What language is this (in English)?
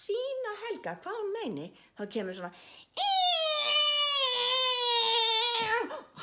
Icelandic